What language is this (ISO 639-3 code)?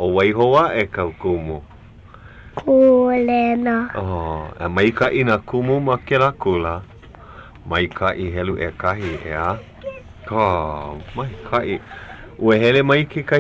haw